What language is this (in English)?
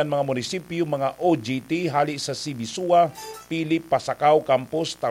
Bikol